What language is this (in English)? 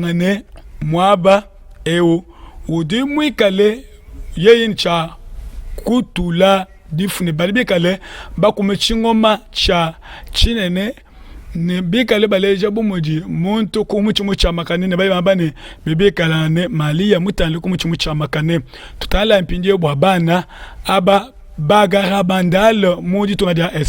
Luba-Lulua